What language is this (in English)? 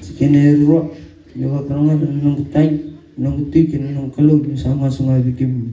Fijian